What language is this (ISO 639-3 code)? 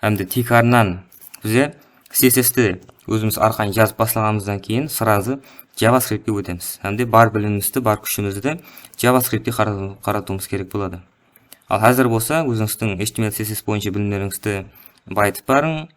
kaa